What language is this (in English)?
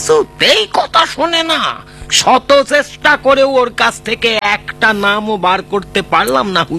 Bangla